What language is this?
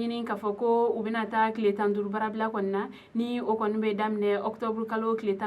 Bambara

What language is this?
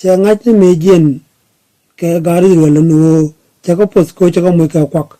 Nuer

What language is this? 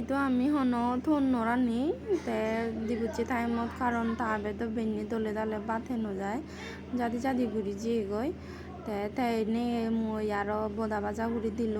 Chakma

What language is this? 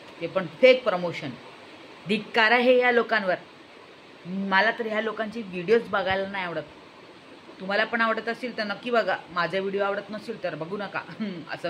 Marathi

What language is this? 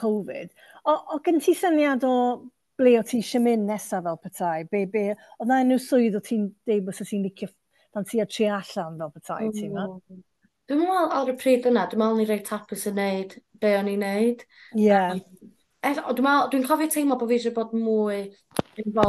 Welsh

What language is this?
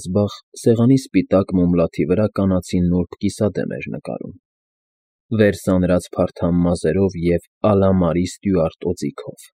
Armenian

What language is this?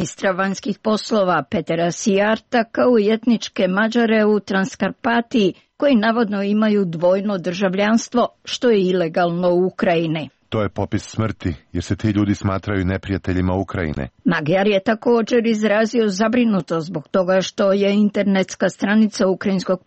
Croatian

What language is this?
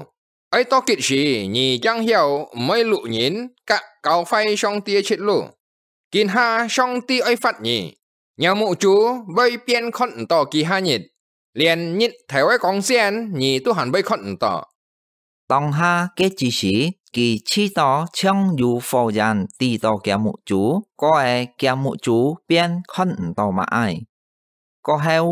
Hakka Chinese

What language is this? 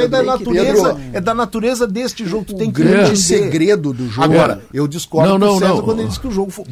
Portuguese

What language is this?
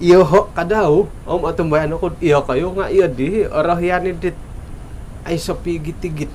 Central Dusun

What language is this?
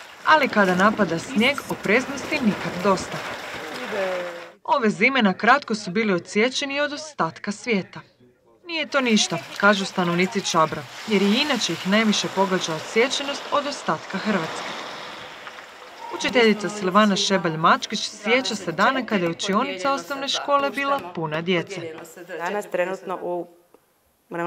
Croatian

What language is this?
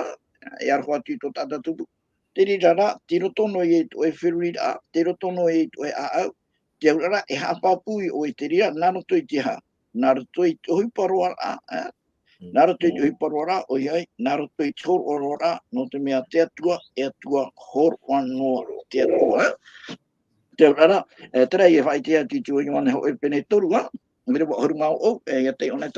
Tahitian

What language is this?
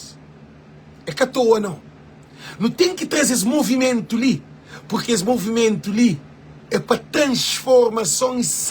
Kabuverdianu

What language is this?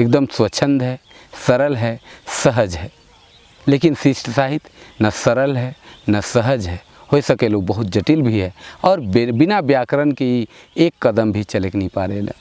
Sadri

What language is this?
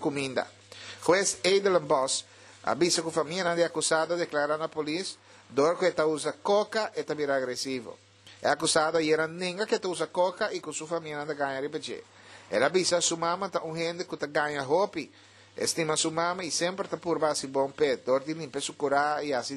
Papiamento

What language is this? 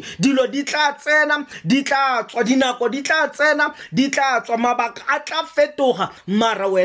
Tswana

